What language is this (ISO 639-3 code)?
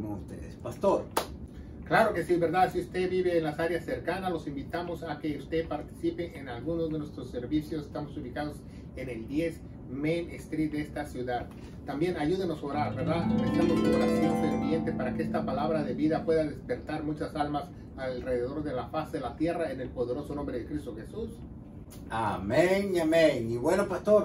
spa